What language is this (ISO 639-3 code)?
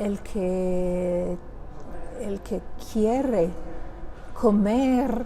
lad